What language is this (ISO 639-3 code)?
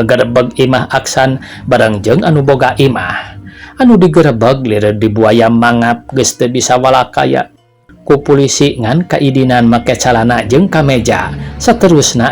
sun